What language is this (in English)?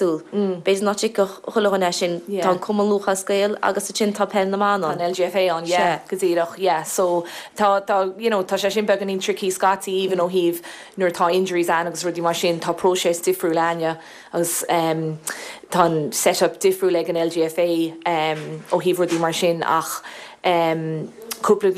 Irish